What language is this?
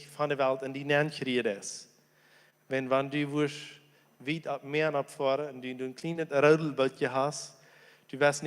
Plautdietsch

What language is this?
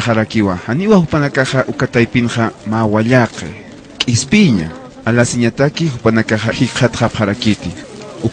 Aymara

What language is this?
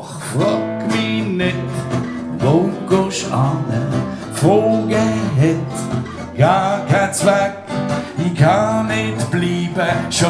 Swiss German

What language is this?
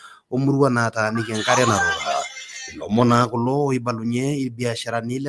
Masai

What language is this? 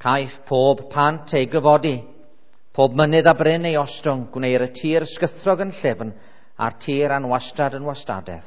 Welsh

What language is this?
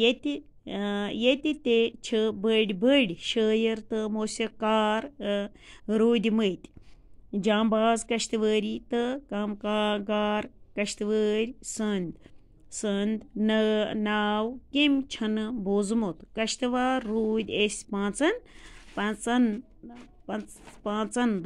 Kashmiri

